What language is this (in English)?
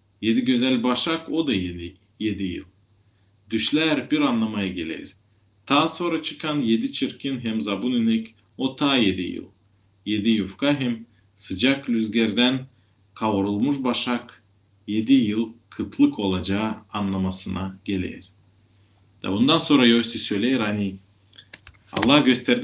Gagauz